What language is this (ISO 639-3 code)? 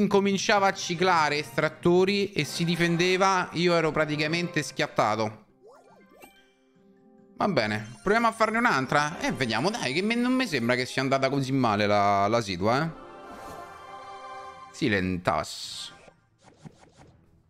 ita